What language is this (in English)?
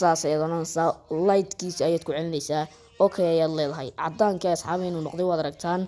Somali